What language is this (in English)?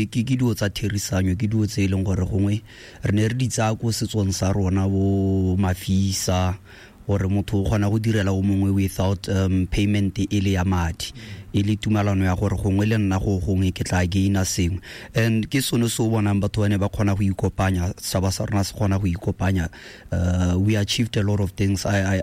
Tswana